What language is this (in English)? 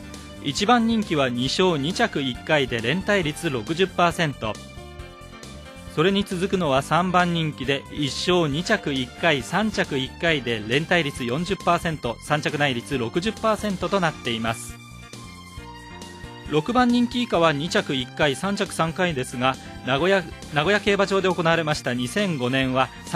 Japanese